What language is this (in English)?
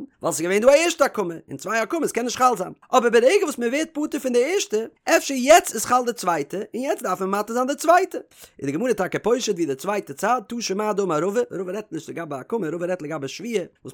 Yiddish